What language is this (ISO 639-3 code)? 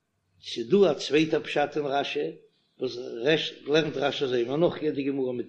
yid